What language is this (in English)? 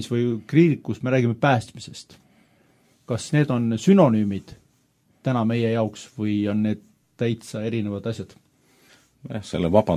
Estonian